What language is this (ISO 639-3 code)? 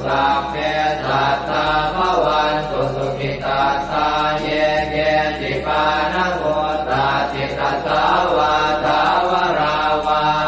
pli